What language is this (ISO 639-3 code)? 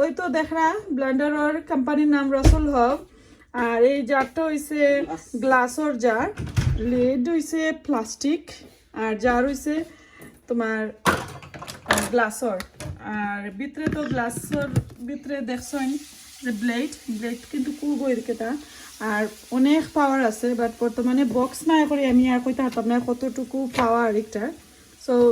syl